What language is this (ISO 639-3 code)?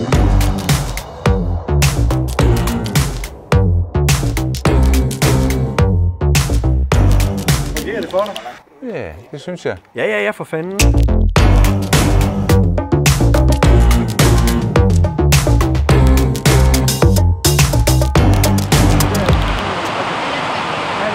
dan